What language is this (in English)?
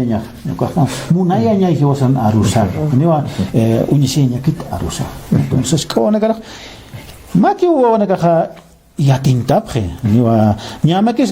Aymara